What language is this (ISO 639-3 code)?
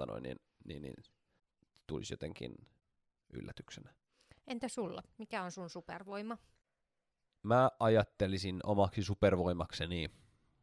fin